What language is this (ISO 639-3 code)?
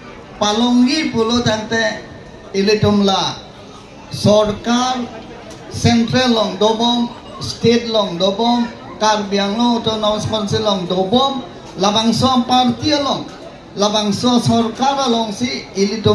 mjw